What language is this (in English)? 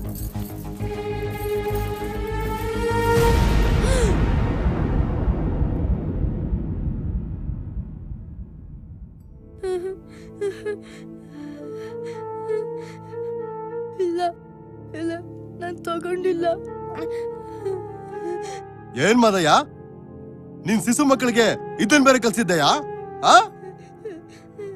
Kannada